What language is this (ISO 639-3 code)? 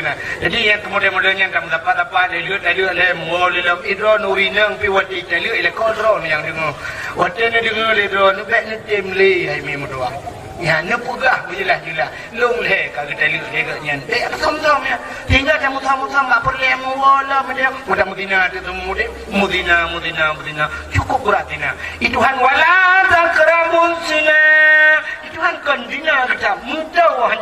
ace